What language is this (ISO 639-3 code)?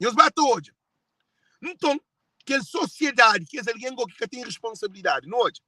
kea